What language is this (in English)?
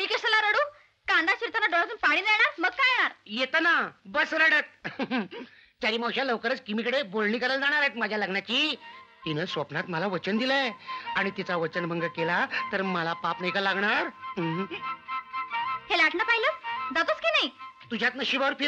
Marathi